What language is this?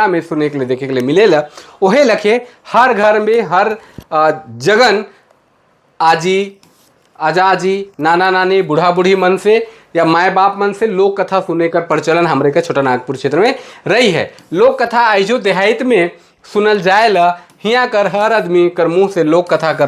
Sadri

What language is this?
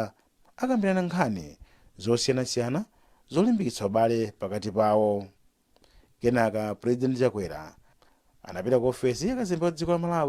Nyanja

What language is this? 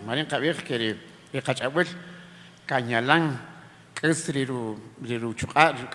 Kaqchikel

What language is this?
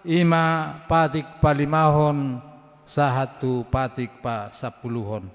Batak Toba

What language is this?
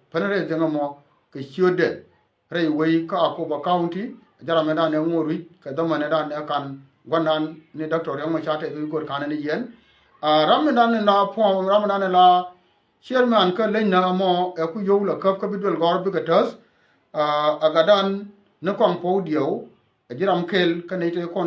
Nuer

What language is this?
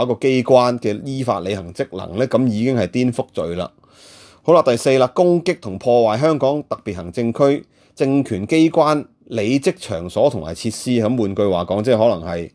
Cantonese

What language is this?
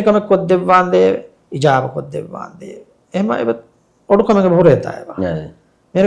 Divehi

